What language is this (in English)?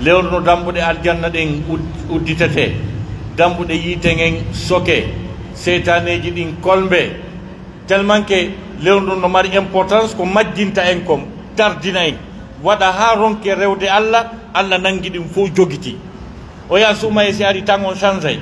Pular